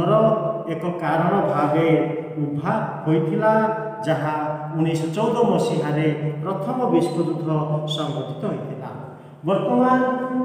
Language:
Odia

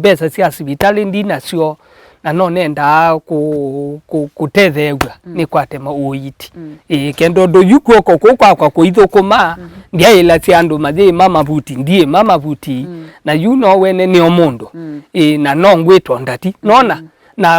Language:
Kamba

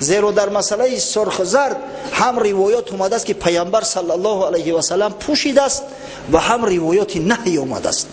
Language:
Tajik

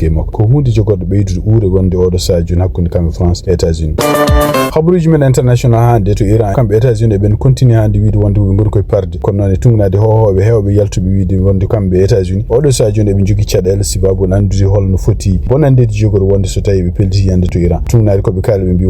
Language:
Fula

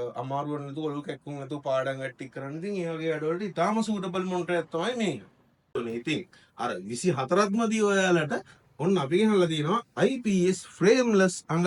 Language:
Sinhala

